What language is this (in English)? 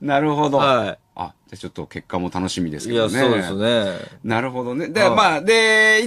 Japanese